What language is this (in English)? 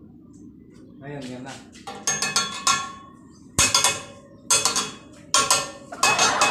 Filipino